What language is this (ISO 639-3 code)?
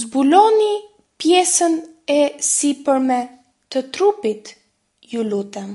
sqi